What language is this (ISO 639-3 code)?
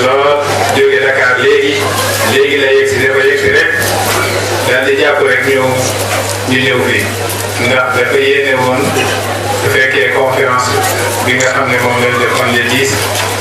wol